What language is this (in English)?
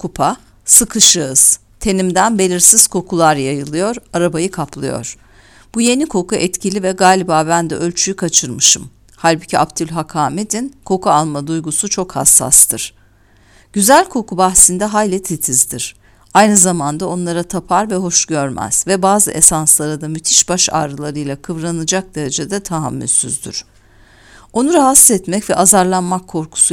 Turkish